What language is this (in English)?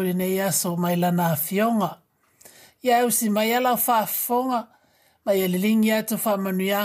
Samoan